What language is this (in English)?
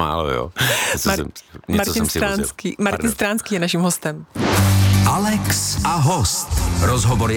Czech